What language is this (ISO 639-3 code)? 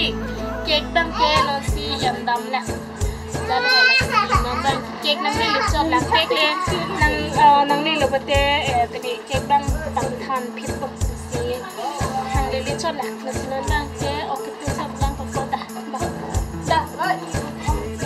mjw